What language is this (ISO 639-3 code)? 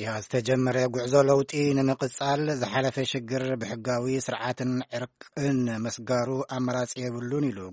tir